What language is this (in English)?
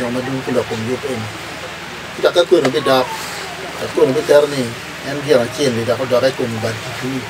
Acoli